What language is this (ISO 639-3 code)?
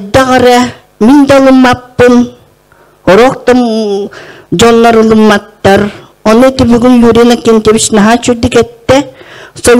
sah